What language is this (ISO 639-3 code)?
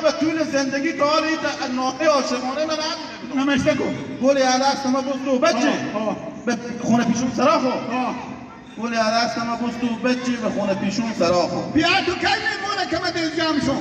haz